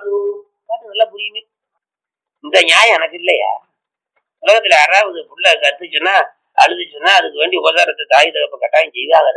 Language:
Tamil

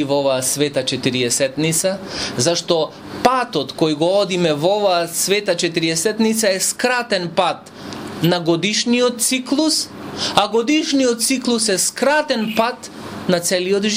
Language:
Macedonian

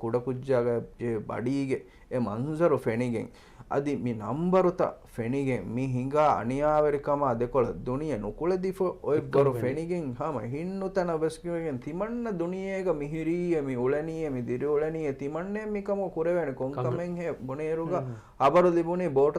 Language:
Divehi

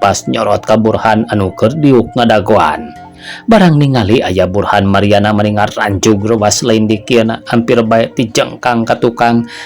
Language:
Sundanese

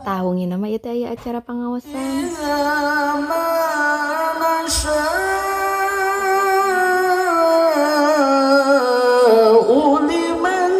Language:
Sundanese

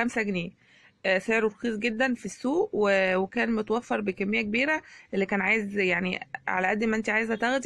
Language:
Egyptian Arabic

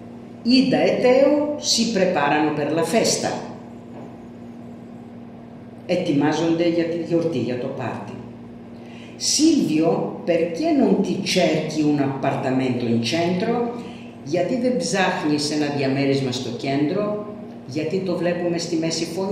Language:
Greek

